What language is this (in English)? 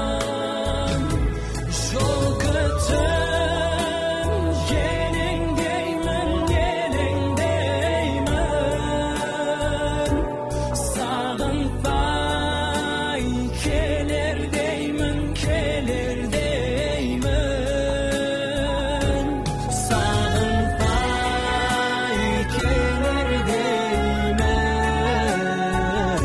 Kazakh